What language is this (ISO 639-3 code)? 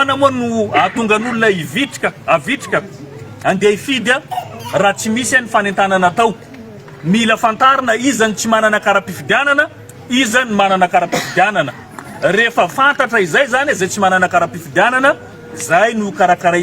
mlg